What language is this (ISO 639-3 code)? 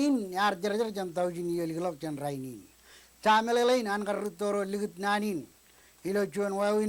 mah